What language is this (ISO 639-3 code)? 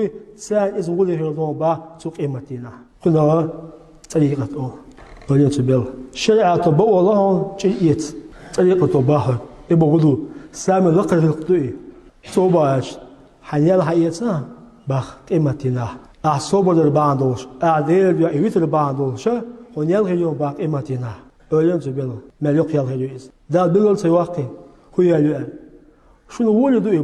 che